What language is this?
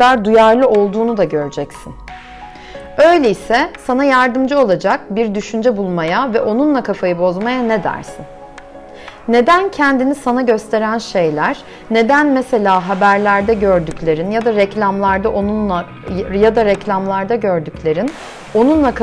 Turkish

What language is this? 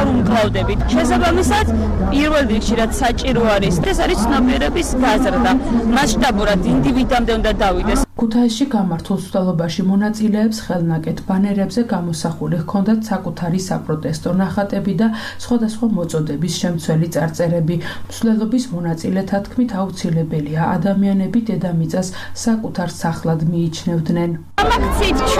Georgian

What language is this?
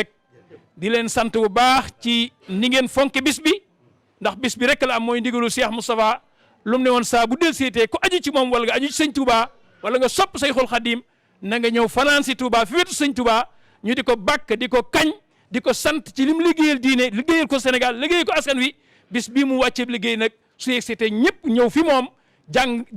Wolof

